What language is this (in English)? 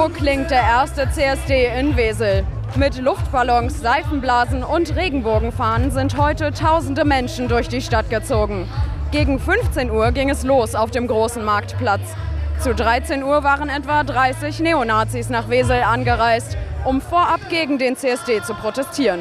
German